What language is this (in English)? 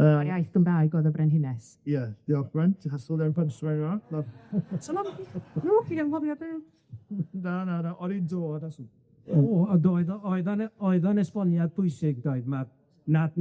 Welsh